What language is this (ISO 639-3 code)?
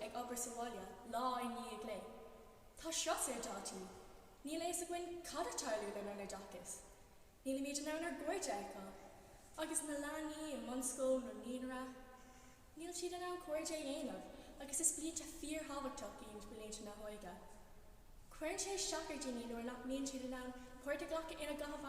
gle